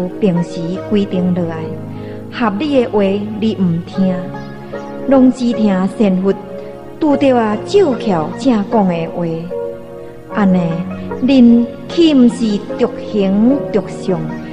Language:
Min Nan Chinese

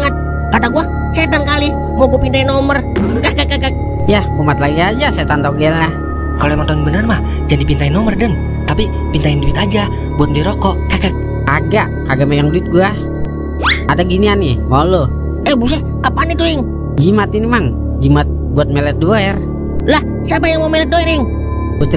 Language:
Betawi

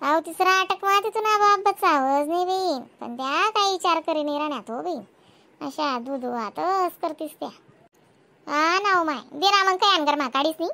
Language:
Khandesi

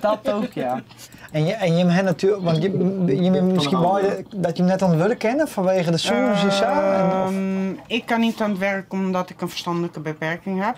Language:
Western Frisian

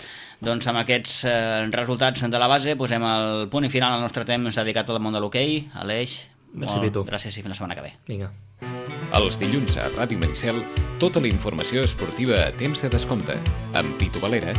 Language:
Catalan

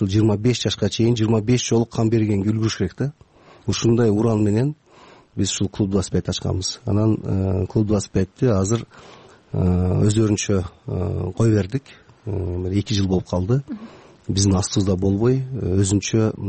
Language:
Kyrgyz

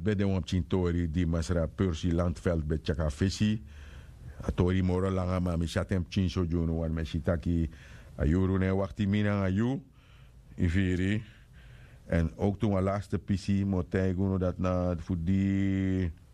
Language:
Sranan Tongo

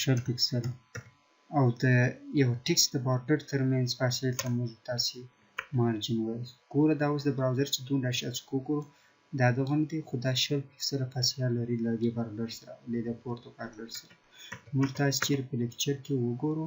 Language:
Pashto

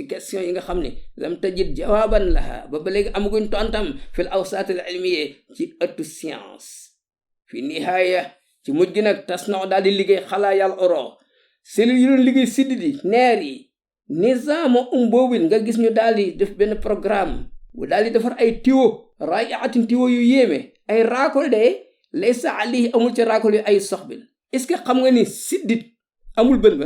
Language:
Wolof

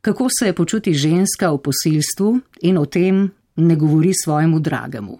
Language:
Slovenian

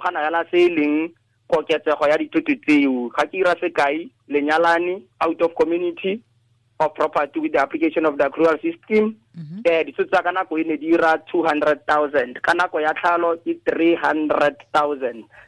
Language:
Tswana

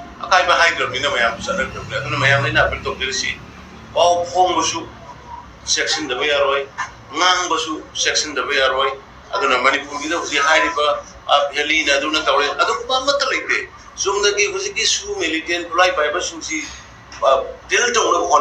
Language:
Manipuri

